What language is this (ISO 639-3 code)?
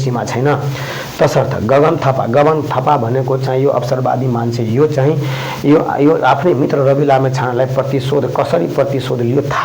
nep